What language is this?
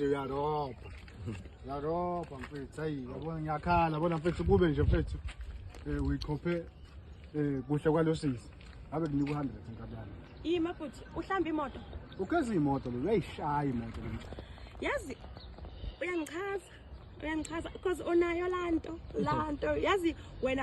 Zulu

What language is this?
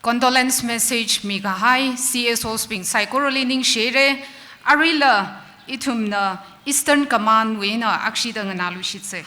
Tangkhul Naga (India)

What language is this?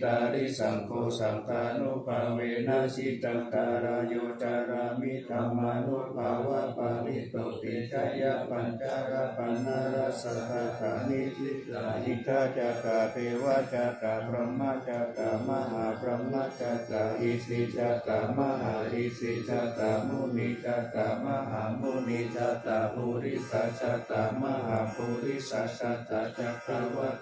Pali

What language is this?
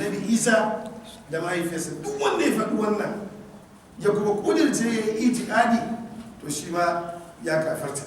Hausa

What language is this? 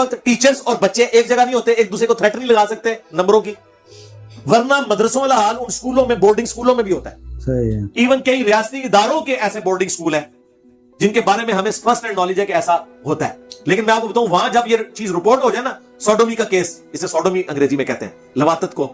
Urdu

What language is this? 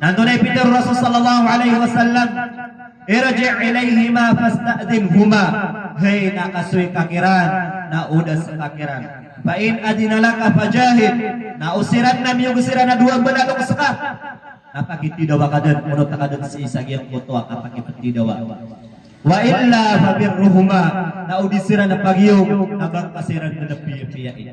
Maranao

